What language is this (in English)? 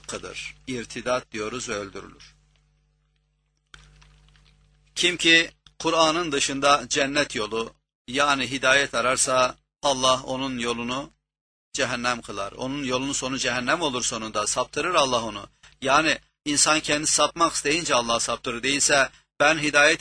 Turkish